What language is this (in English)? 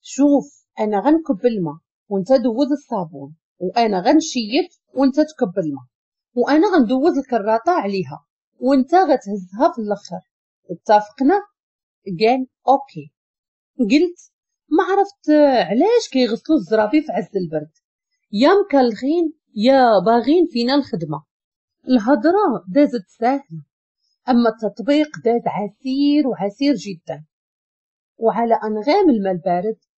Moroccan Arabic